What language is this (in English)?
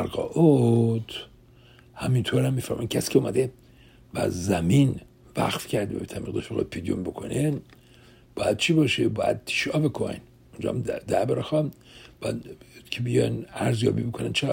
Persian